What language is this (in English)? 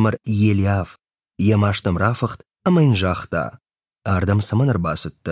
Ossetic